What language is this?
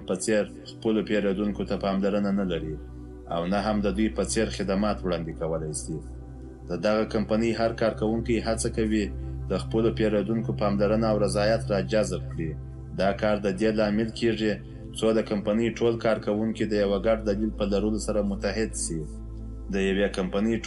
Pashto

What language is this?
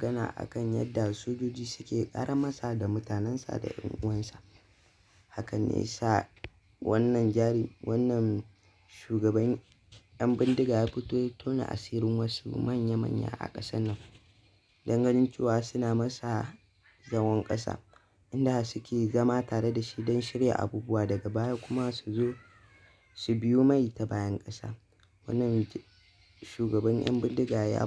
Hausa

